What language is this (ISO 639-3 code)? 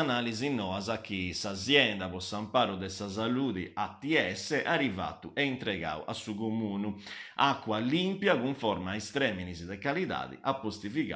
srd